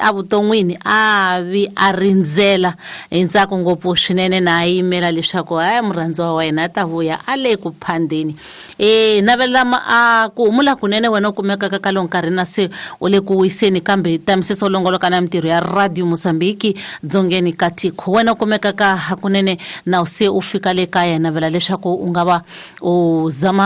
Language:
Tsonga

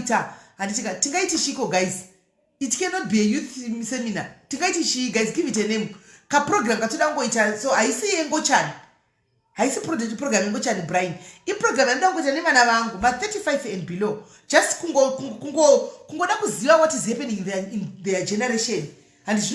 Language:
Shona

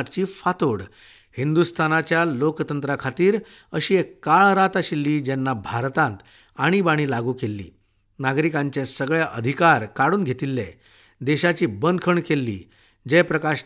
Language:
Konkani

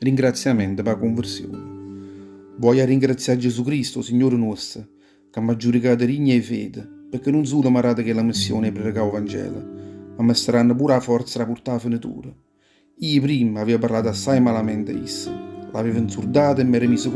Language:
Neapolitan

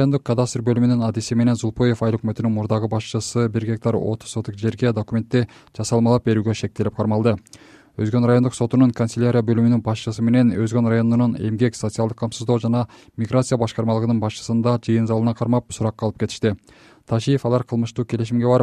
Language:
Kyrgyz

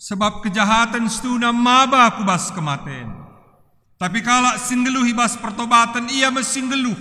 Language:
Batak Karo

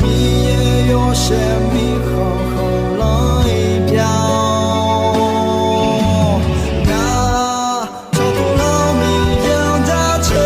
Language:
Akha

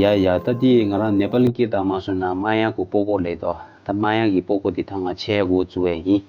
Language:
Tibetan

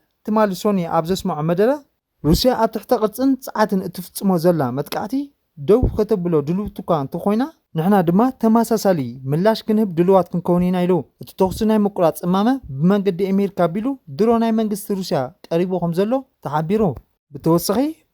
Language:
Tigrinya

